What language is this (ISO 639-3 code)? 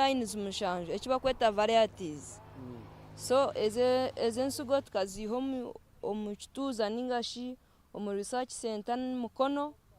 nyn